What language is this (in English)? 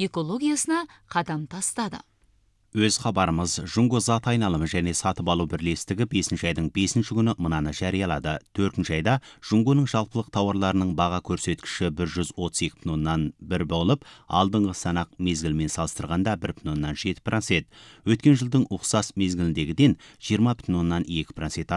Kazakh